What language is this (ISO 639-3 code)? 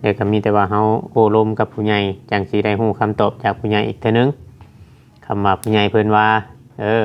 tts